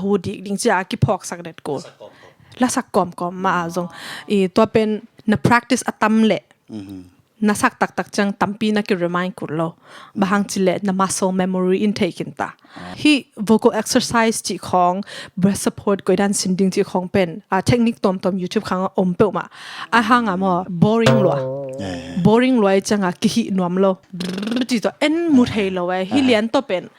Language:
Tedim Chin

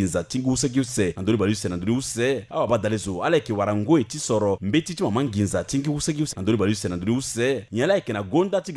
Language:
Sango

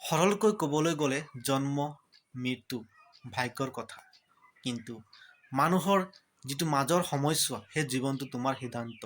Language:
Assamese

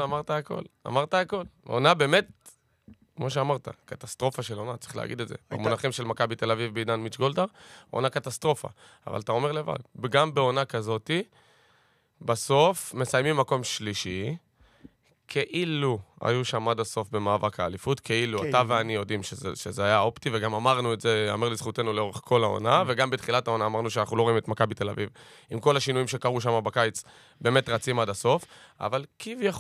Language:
Hebrew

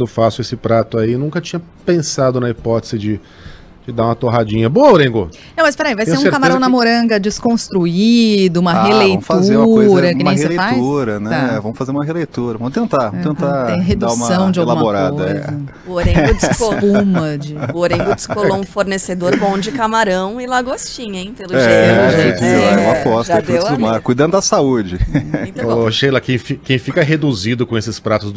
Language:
Portuguese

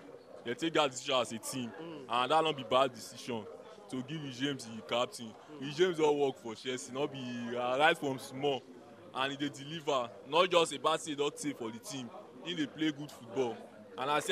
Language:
Nigerian Pidgin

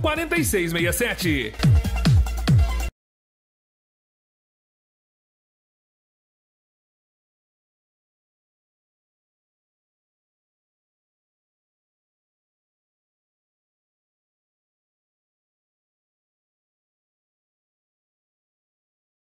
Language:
Portuguese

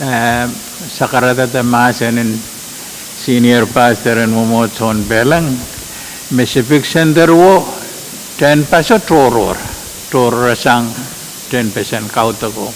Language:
Pohnpeian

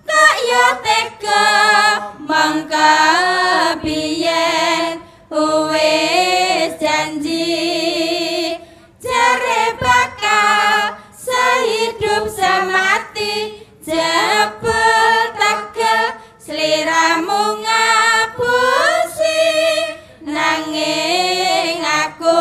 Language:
Javanese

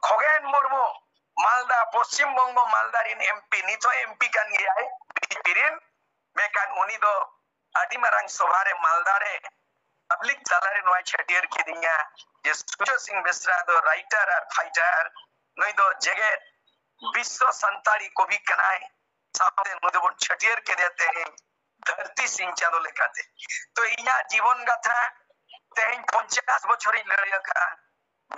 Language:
Santali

